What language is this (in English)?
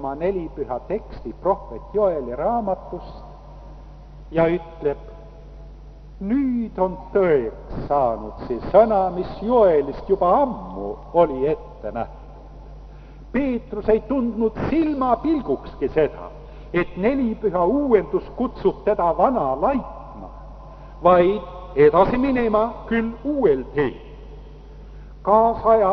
Estonian